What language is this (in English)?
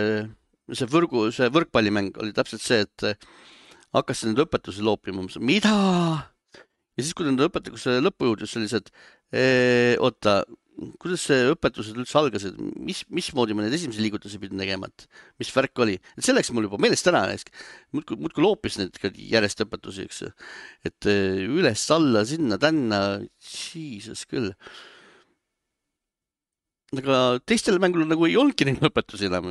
Estonian